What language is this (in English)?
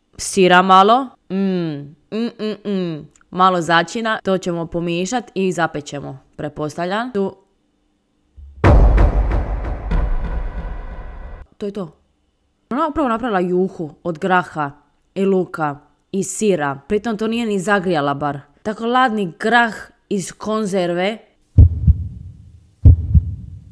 Croatian